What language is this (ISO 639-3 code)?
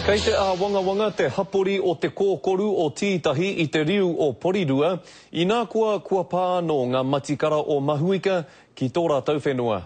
mri